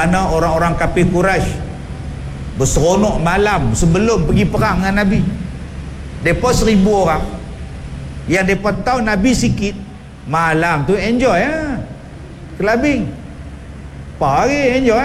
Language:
Malay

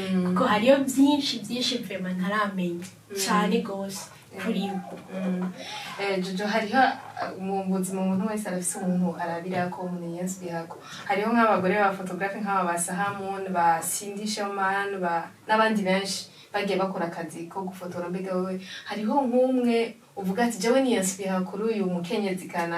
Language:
Rundi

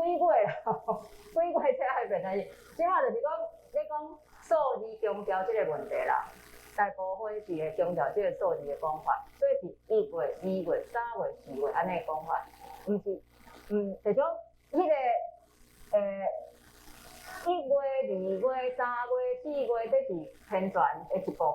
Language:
Min Nan Chinese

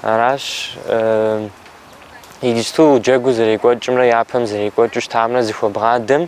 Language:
Kabardian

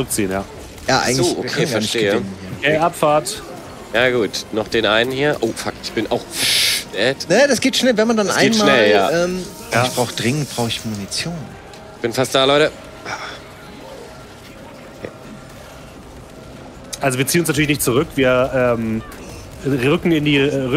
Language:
German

